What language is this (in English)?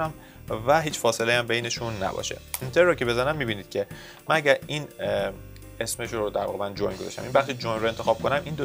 Persian